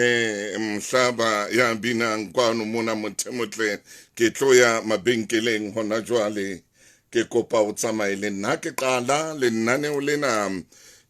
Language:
Southern Sotho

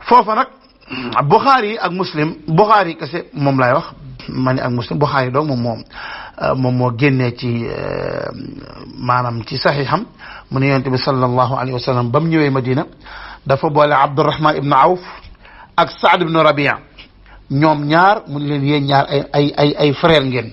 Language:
Wolof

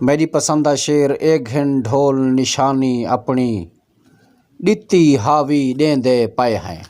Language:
Saraiki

